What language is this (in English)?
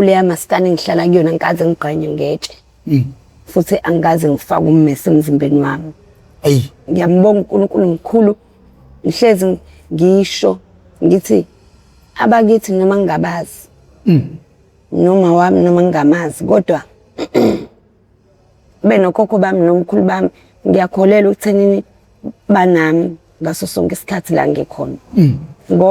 Zulu